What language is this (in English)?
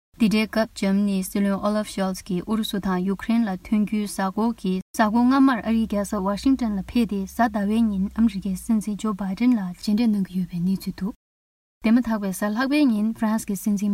Tibetan